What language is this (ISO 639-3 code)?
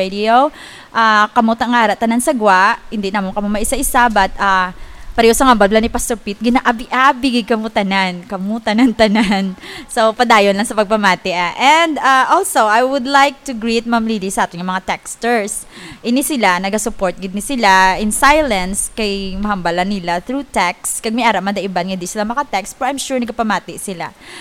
hil